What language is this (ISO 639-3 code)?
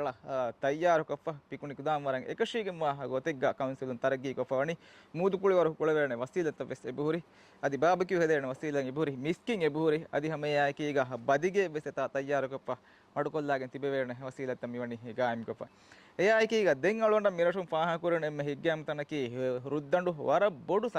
div